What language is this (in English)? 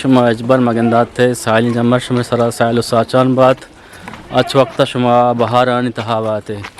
Eastern Balochi